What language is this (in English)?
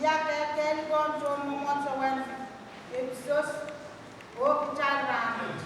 Pohnpeian